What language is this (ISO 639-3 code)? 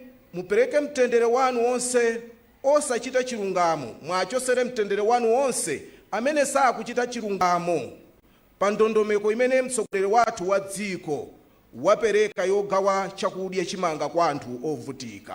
nya